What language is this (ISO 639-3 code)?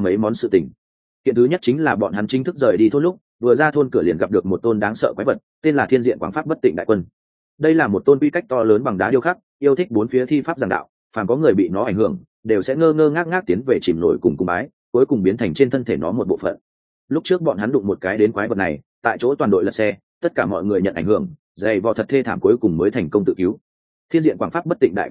vie